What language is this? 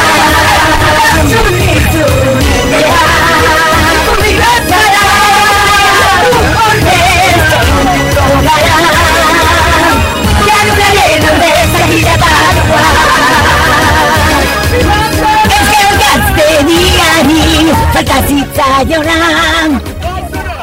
Basque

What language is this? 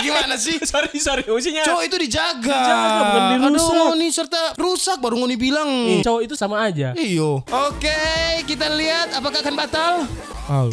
Manado Malay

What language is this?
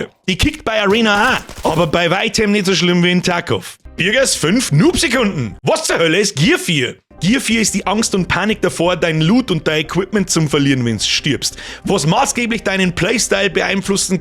Bavarian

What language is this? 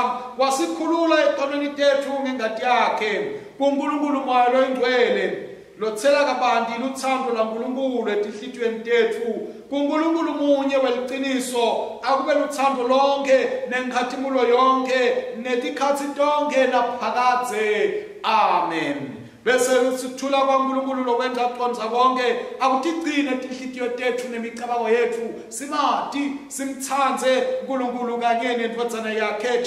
Swati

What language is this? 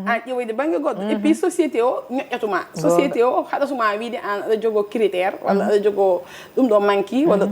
Fula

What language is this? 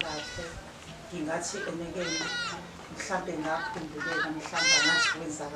Zulu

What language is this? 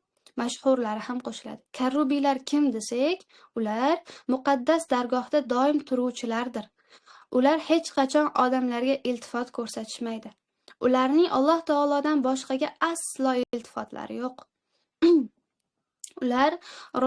Uzbek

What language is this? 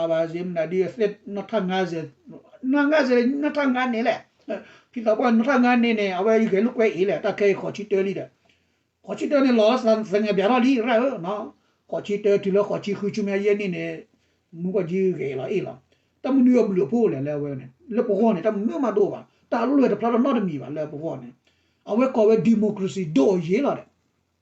S'gaw Karen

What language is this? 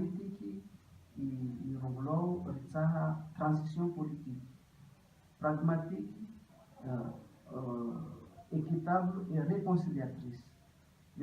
Ngazidja Comorian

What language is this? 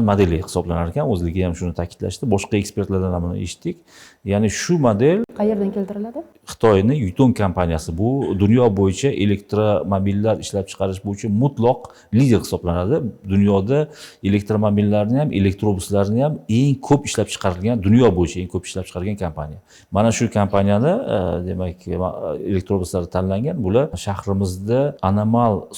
Uzbek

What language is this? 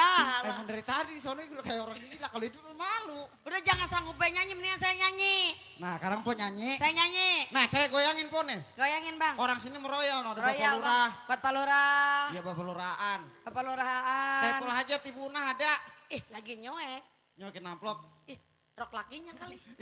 Betawi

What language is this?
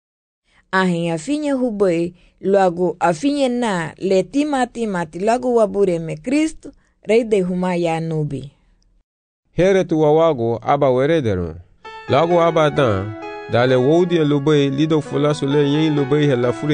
Garifuna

